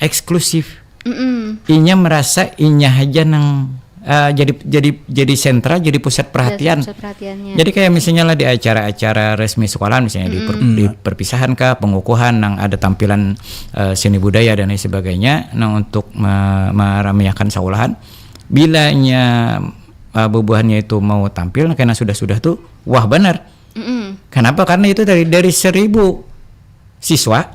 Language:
Banjar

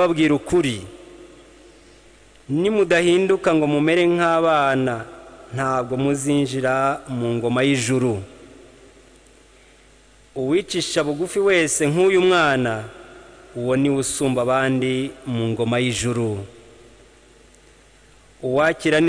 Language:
Kinyarwanda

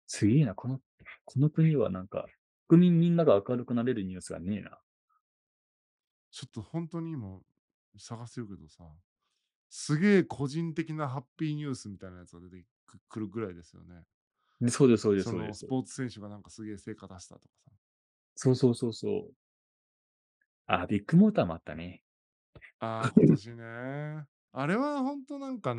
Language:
Japanese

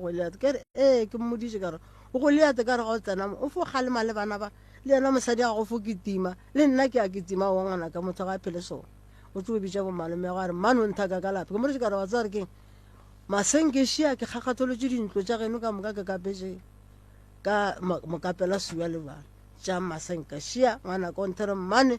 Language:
Northern Sotho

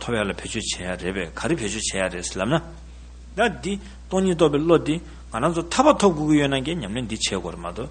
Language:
Tibetan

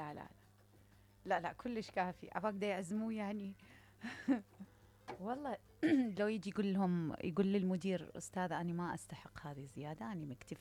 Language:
Mesopotamian Arabic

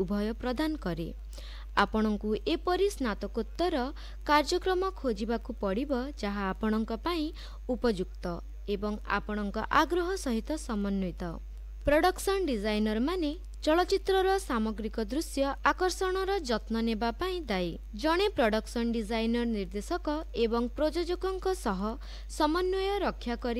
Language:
Odia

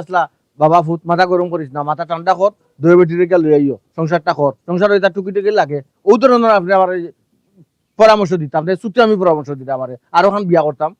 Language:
Sylheti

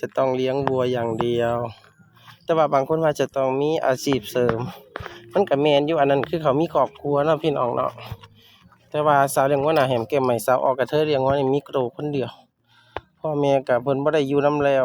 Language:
Northeastern Thai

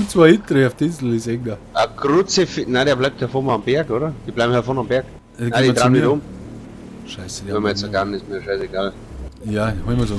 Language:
Bavarian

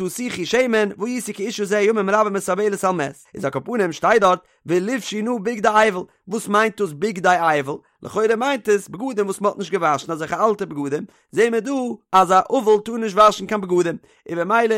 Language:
Yiddish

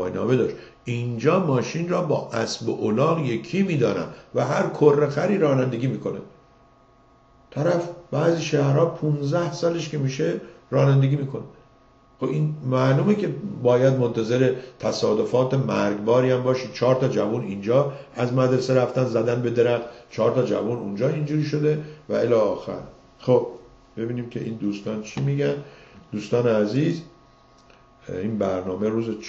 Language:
Persian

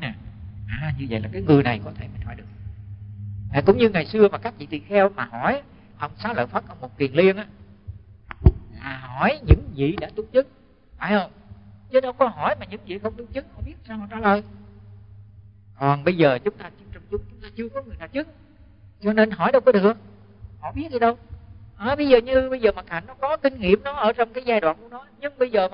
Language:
Vietnamese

